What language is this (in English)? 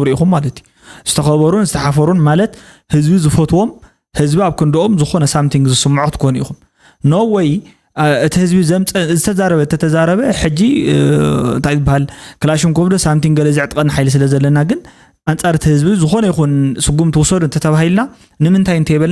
Tigrinya